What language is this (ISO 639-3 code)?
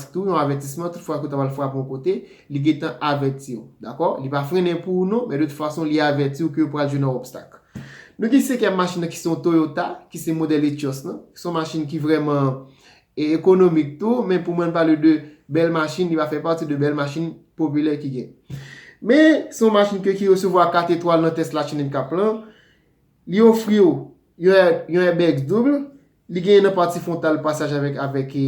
hat